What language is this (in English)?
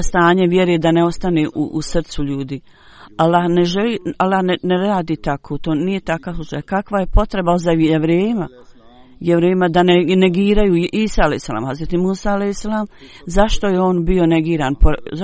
Bosnian